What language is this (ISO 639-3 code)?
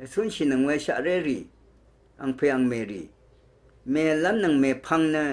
raw